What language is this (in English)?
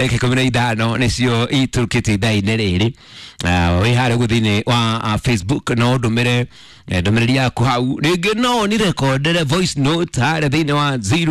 Kikuyu